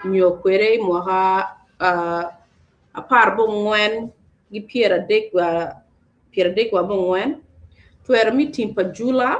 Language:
Acoli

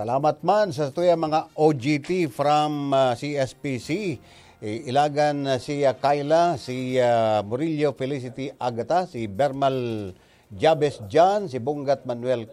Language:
Bikol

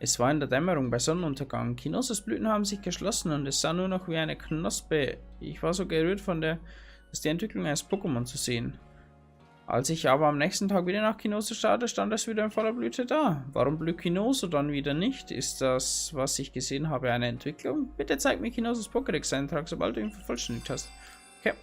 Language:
Bavarian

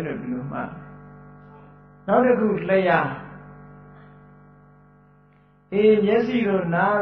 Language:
Burmese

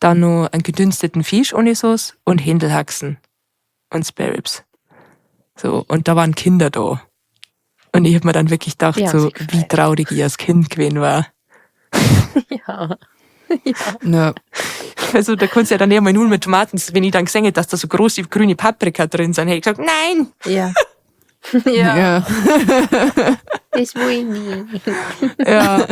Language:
Bavarian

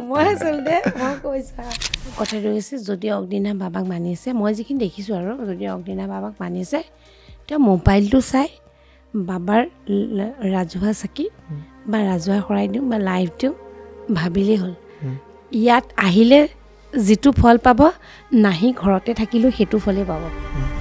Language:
Assamese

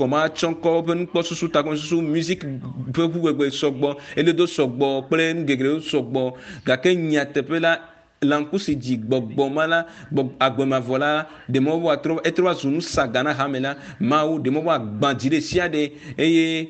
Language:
Ewe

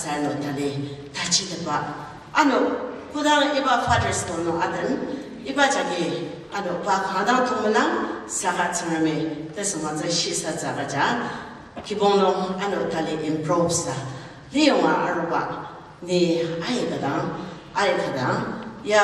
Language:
Ao Naga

